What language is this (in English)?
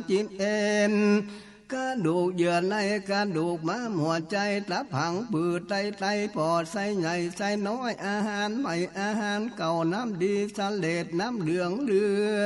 Northern Thai